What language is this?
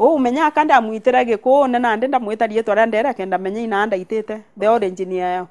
Meru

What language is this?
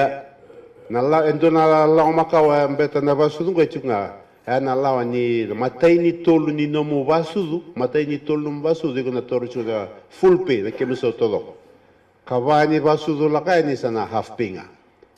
Fijian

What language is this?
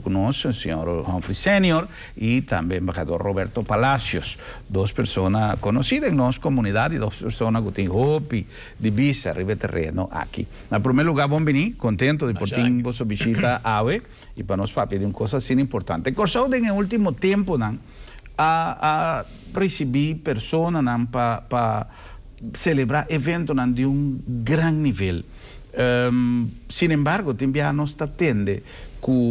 Papiamento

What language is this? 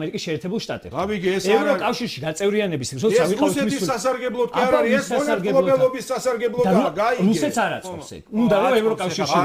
Georgian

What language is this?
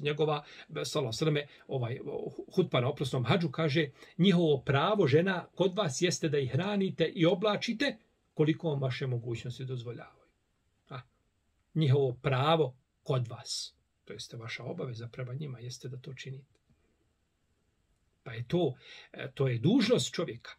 Bosnian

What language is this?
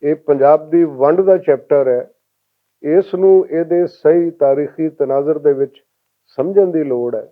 Western Panjabi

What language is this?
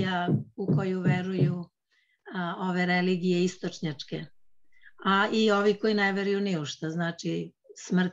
Serbian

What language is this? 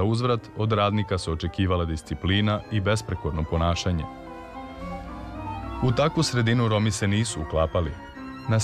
Serbian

